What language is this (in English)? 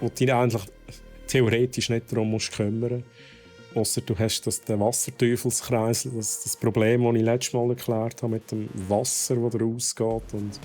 Swiss German